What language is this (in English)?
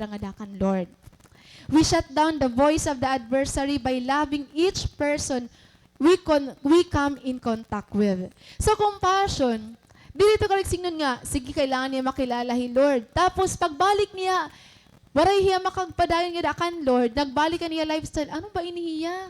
Waray